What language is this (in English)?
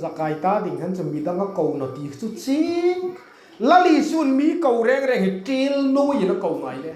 Hmar